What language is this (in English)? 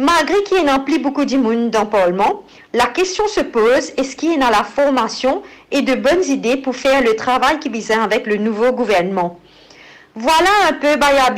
Morisyen